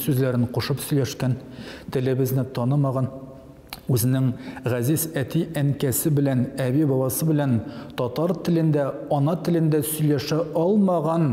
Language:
Tatar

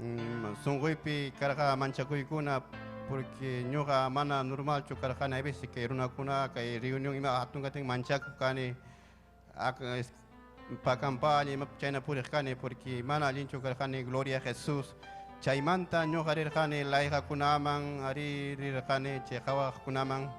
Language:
Ayacucho Quechua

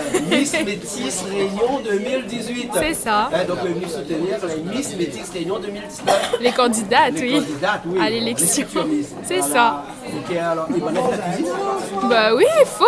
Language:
Réunion Creole French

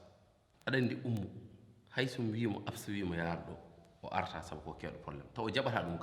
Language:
Fula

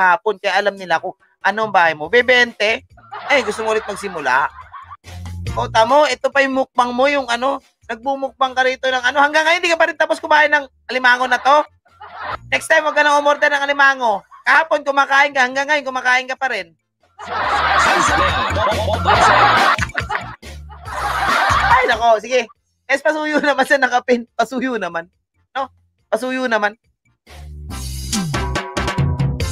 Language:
Filipino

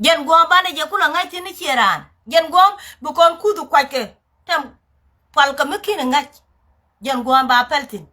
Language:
Nuer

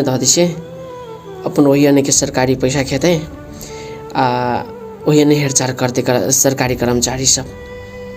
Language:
Maithili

